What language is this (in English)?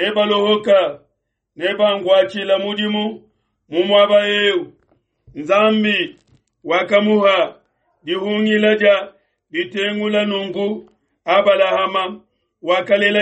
Luba-Lulua